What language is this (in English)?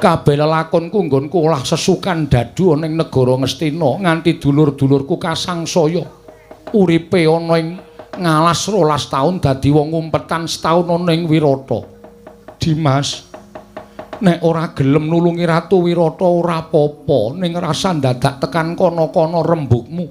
Javanese